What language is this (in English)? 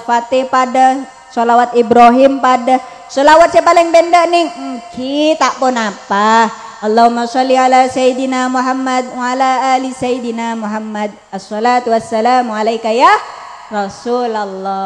Madurese